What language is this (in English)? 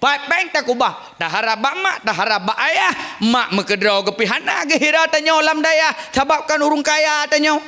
Achinese